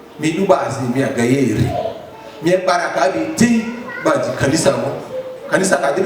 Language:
Lugbara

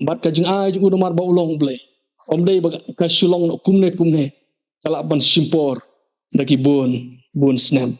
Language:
Khasi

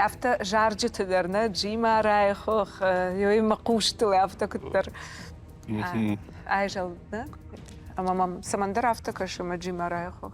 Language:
Ossetic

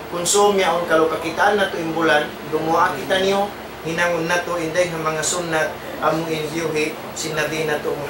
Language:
Tausug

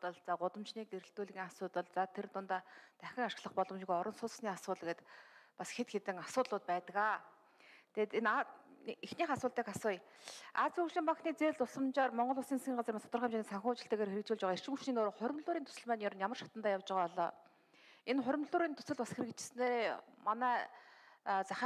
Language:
Mongolian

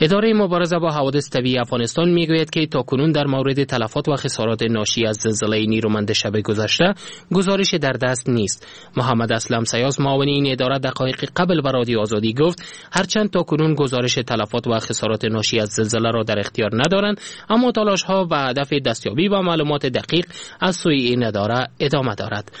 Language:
Persian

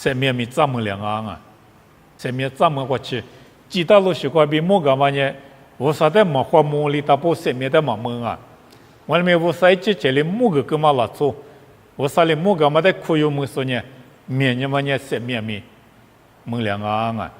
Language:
Lisu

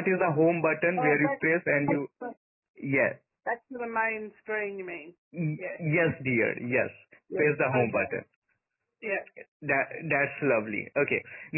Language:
English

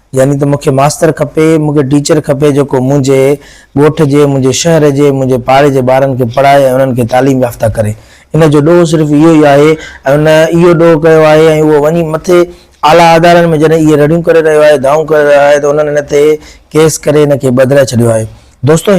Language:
Sindhi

